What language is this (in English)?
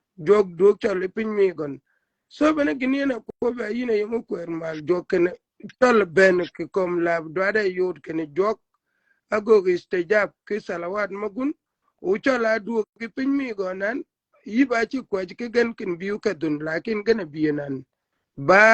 Shilluk